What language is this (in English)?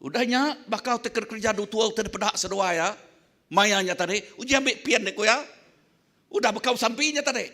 Iban